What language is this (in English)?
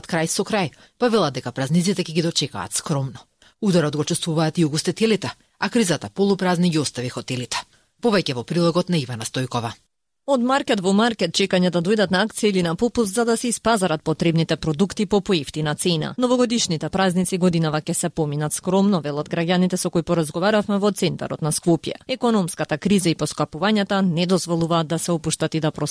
Macedonian